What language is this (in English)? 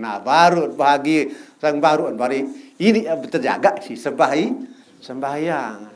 Sasak